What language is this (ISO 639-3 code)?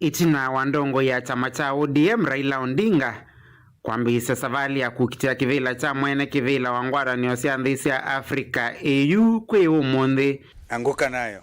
kam